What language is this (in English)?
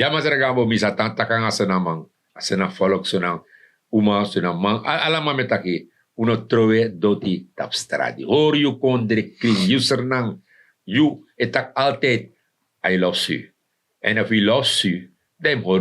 Sranan Tongo